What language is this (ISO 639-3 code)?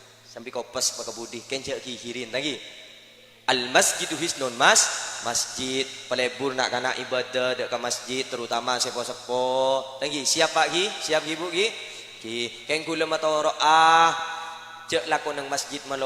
mad